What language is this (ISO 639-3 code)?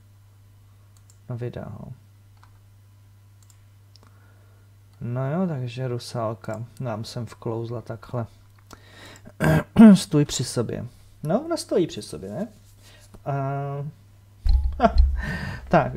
ces